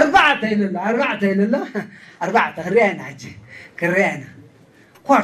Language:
Tigrinya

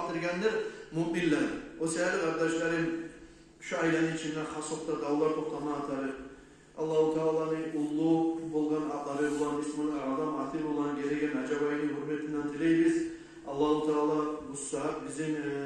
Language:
Kumyk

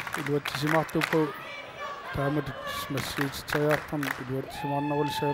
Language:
Kalaallisut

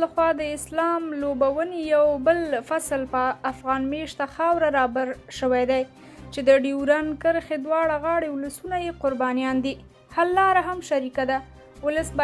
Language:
Pashto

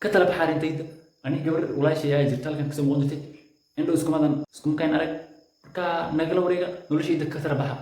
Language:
Somali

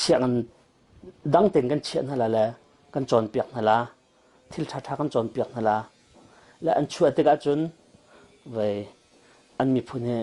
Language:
Hakha Chin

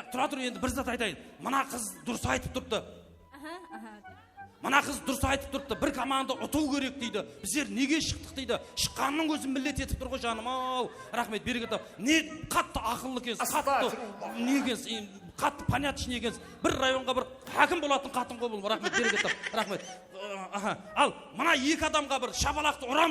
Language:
Kara-Kalpak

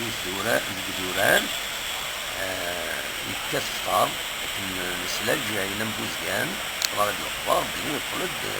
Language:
Kabyle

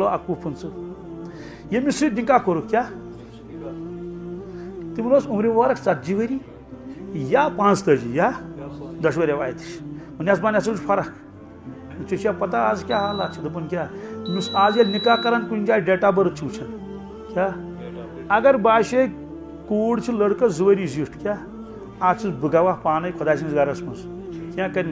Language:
Kashmiri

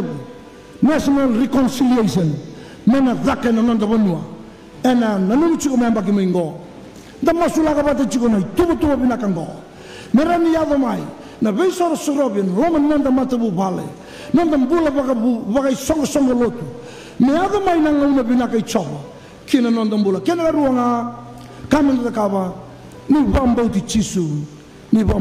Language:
Fijian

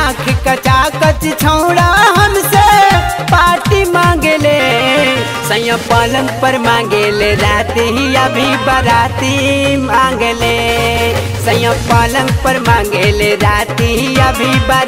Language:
Bhojpuri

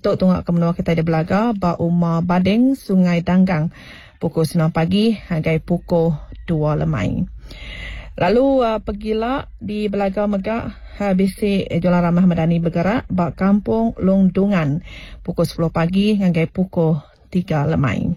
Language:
Iban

